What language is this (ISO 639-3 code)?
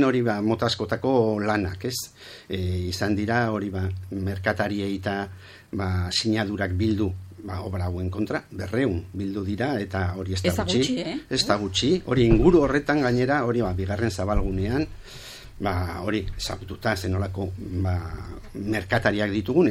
eus